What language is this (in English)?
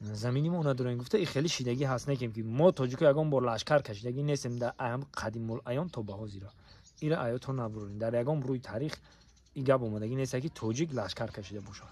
Tajik